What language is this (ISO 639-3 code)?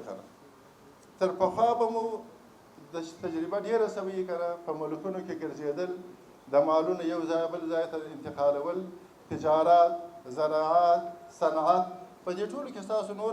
pus